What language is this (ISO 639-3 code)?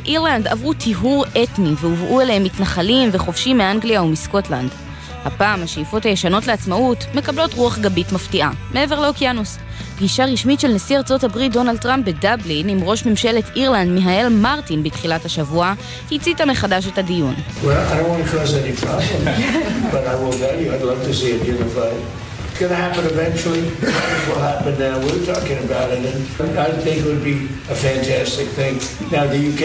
heb